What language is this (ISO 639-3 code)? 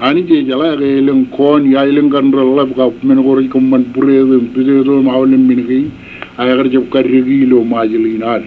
mah